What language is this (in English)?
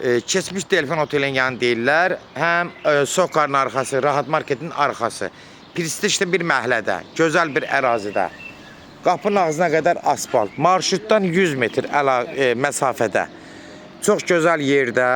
Azerbaijani